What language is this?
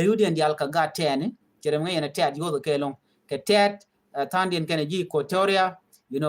Nuer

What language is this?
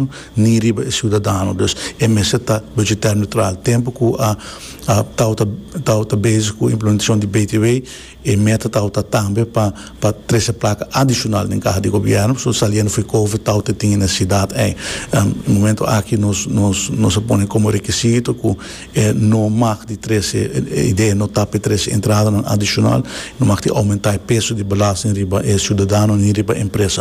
Papiamento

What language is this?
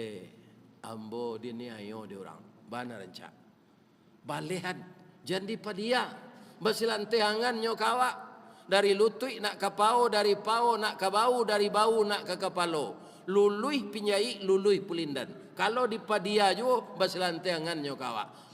Minangkabau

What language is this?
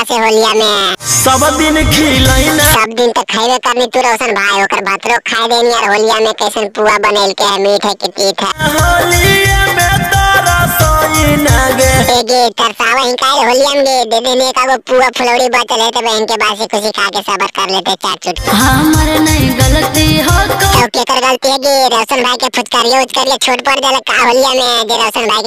Magahi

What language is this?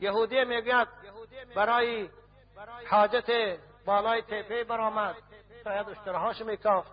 Tajik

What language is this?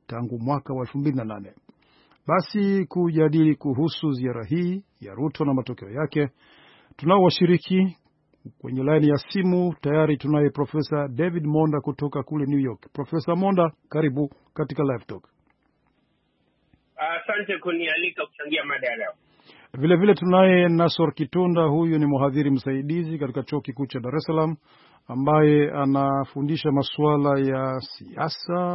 Swahili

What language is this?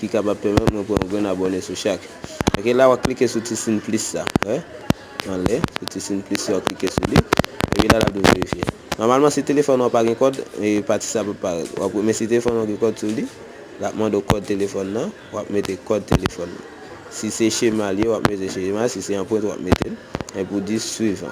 Haitian Creole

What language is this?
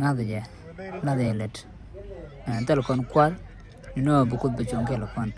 Nuer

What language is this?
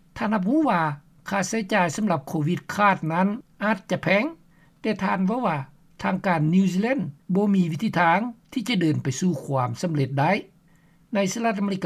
Lao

